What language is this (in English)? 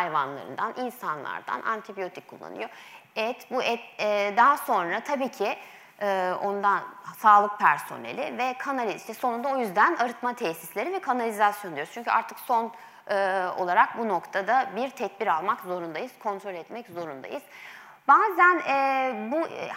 Turkish